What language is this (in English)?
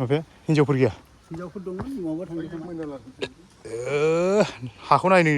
Bodo